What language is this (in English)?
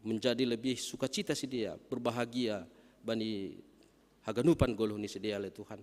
Batak Simalungun